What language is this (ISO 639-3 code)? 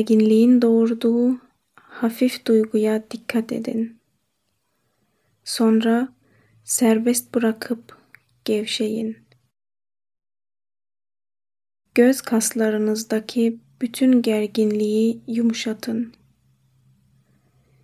tur